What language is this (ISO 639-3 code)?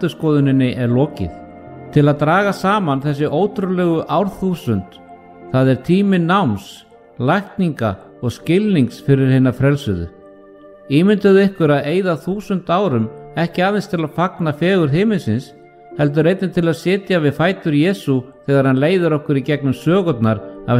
isl